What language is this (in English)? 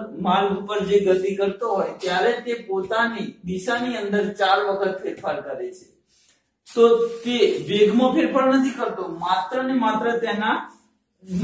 Gujarati